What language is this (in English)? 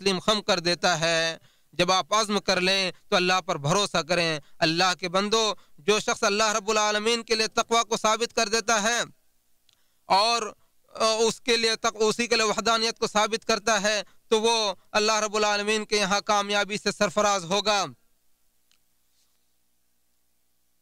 Urdu